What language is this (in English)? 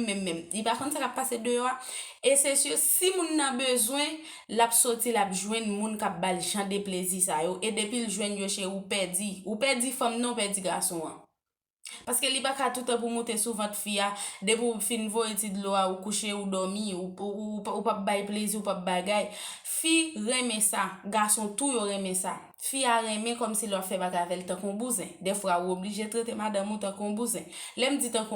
Haitian Creole